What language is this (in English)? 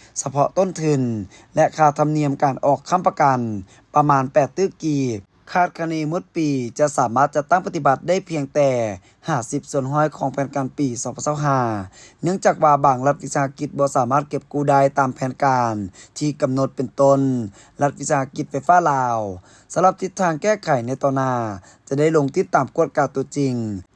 Lao